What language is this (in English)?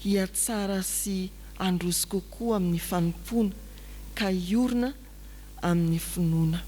Malagasy